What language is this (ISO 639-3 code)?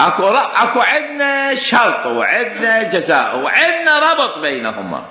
acm